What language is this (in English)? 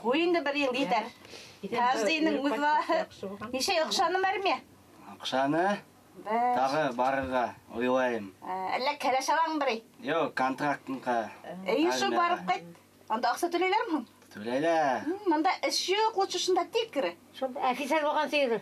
Bashkir